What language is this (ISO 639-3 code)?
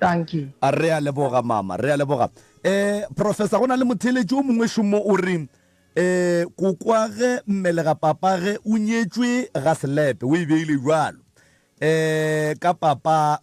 nso